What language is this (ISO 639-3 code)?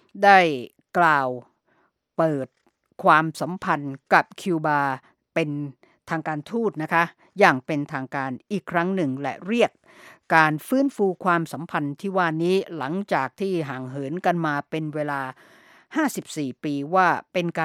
tha